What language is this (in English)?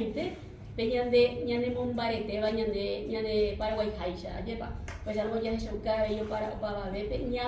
Guarani